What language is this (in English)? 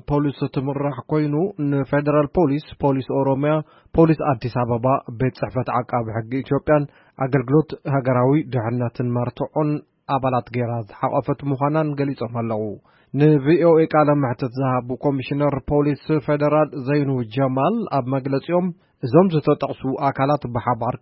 Tigrinya